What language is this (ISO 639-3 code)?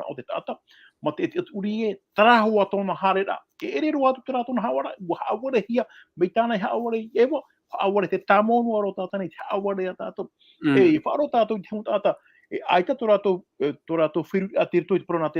tah